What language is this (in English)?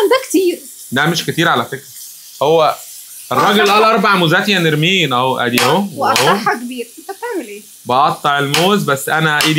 Egyptian Arabic